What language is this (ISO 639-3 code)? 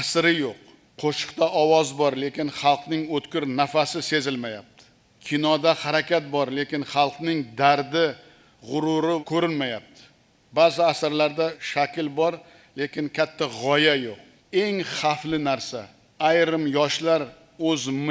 uzb